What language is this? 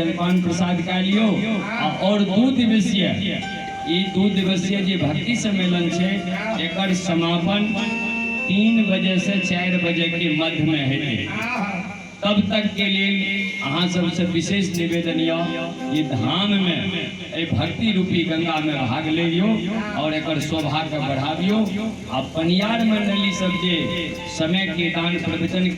Maithili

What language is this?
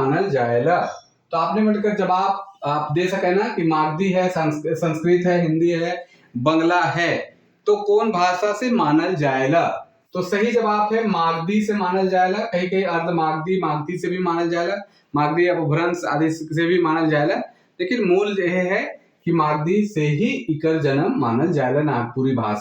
Sadri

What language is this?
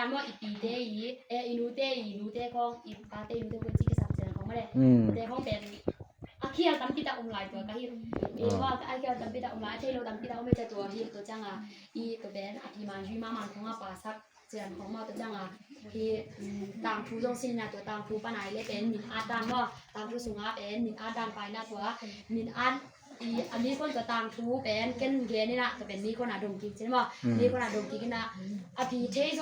Tedim Chin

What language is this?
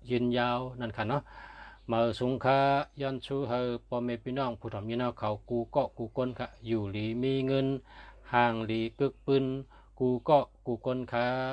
Shan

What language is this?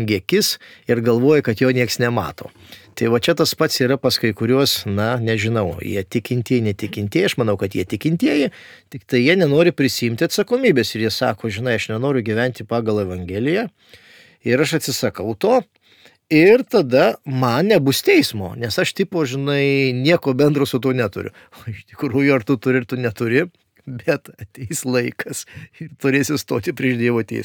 Lithuanian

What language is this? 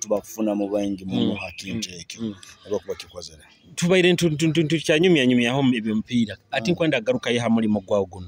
Nyoro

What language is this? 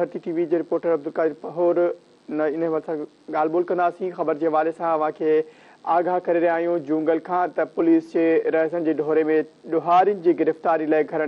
Sindhi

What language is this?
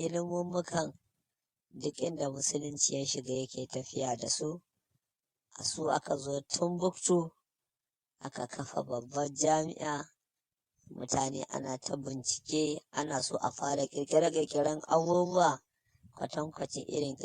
Hausa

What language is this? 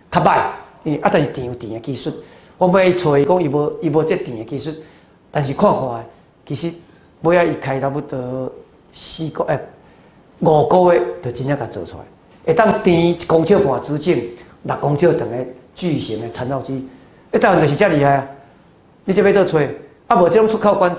Min Nan Chinese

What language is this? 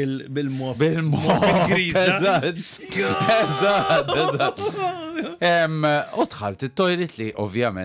Maltese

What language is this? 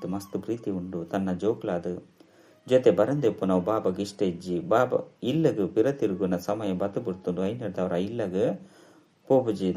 Tulu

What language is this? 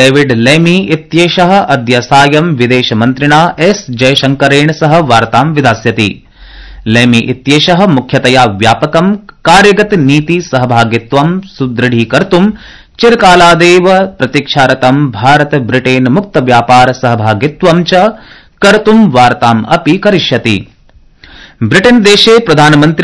Sanskrit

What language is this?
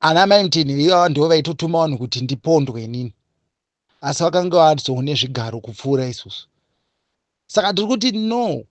Shona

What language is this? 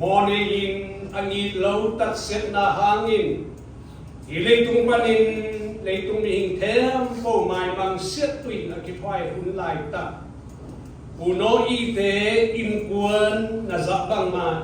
Siyin Chin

